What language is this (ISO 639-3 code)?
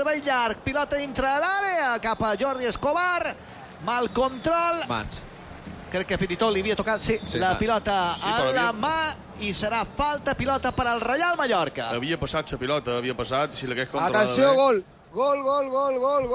cat